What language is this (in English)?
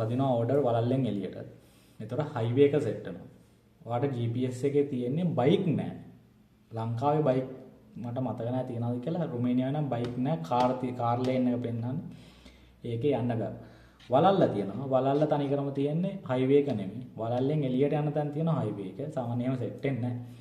Sinhala